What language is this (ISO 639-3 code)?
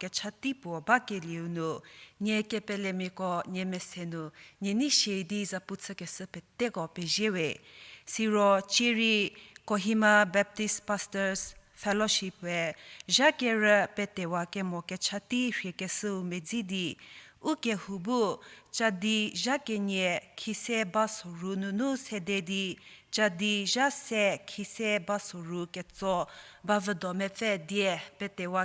njm